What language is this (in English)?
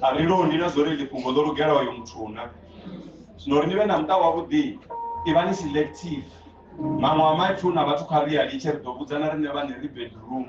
Venda